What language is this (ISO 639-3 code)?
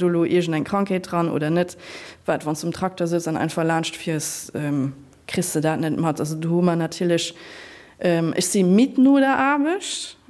ltz